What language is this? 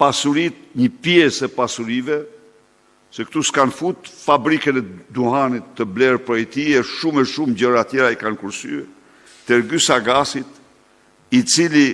Albanian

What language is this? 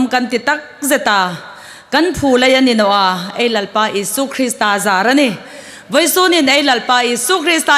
Hmar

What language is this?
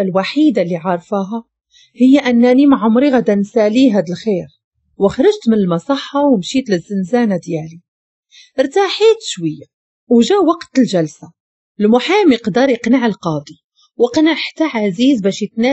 Moroccan Arabic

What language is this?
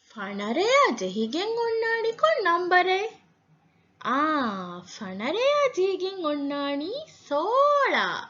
Divehi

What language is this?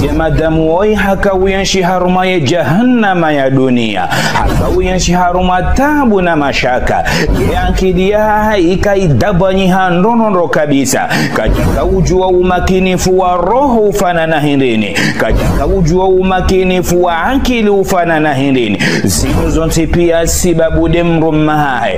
Ngazidja Comorian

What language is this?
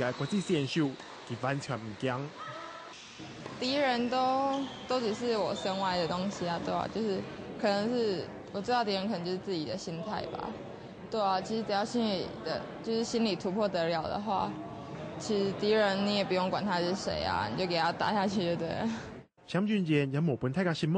Hakka Chinese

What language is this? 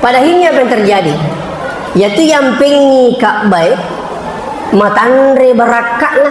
Buginese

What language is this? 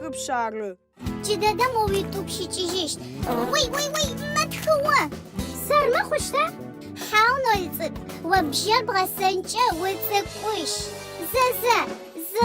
Adyghe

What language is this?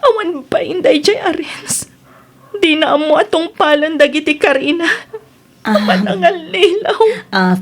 Iloko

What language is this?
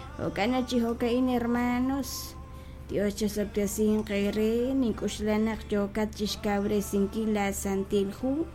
Kekchí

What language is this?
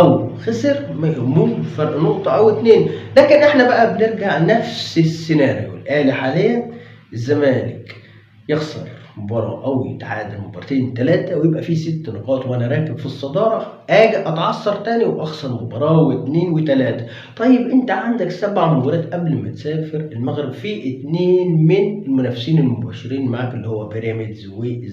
Egyptian Arabic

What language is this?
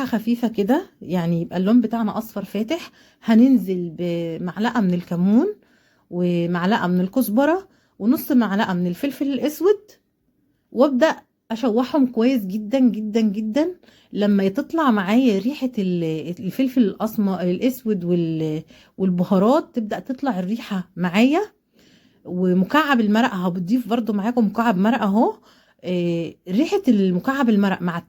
Egyptian Arabic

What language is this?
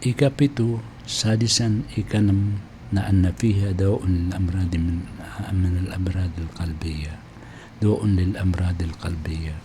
Maranao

